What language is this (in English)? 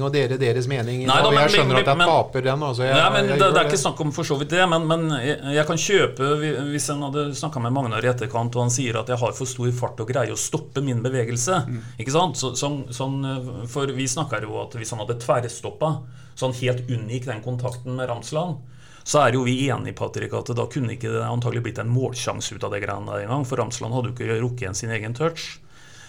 Norwegian